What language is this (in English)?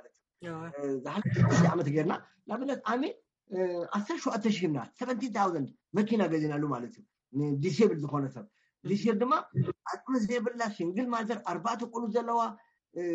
Tigrinya